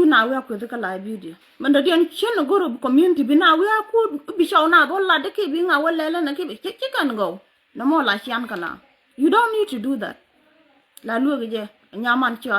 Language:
Nuer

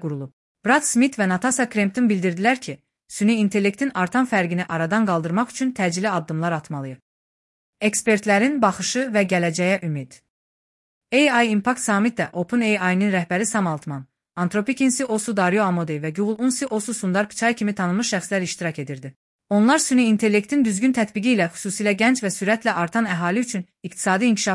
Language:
Azerbaijani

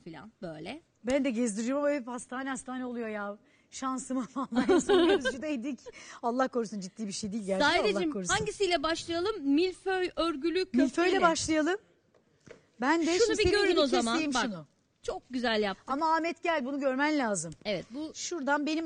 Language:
Turkish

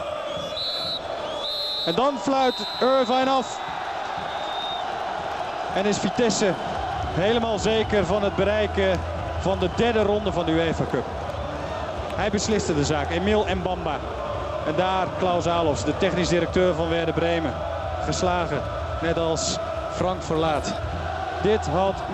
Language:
Dutch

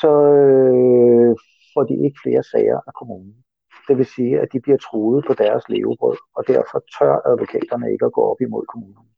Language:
Danish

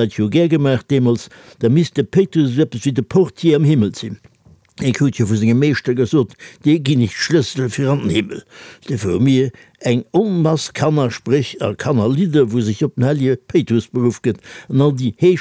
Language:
Luxembourgish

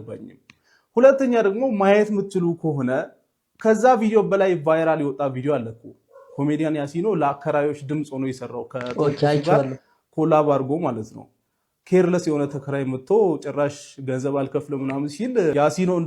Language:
Amharic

